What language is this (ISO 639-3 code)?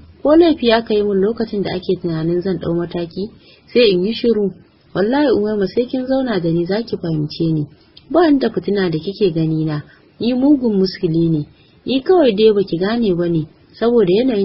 hau